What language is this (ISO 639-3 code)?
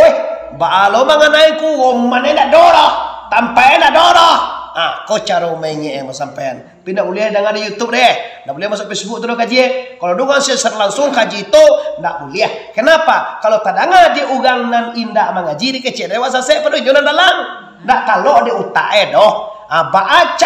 min